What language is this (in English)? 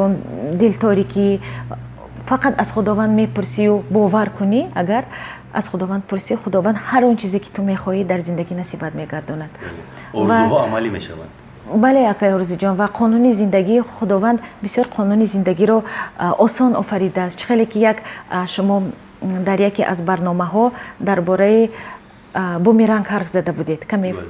Tajik